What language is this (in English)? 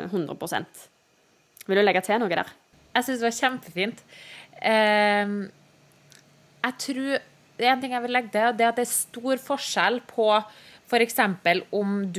Norwegian